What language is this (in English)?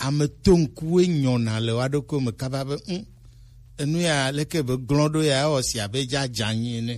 Gen